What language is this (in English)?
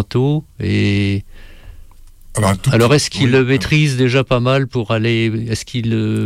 French